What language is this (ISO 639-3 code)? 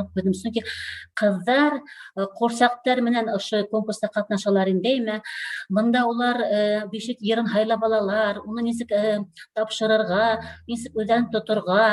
bak